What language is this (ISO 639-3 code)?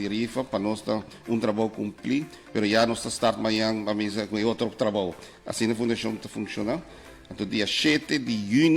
pap